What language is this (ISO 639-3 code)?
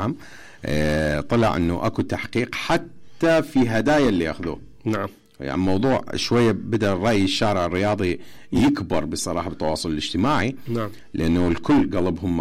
acm